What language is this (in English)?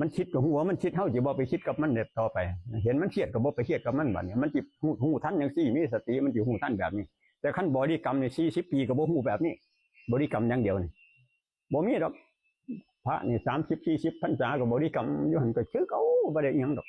Northeastern Thai